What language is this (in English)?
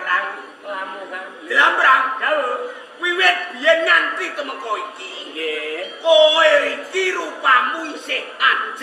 Javanese